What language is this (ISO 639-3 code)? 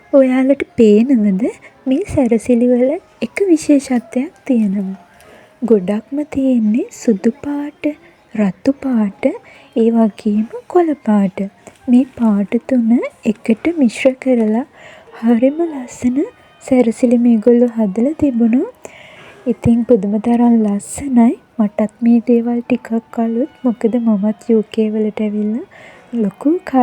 sin